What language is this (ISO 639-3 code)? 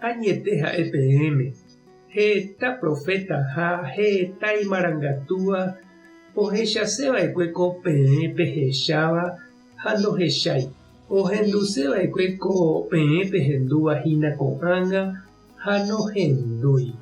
grn